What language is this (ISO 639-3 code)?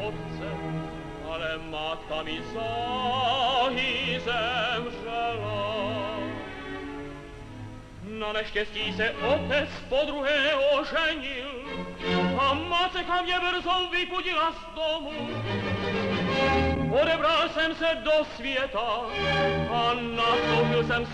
ces